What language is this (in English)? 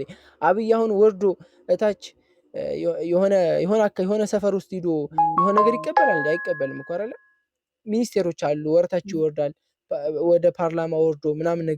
Amharic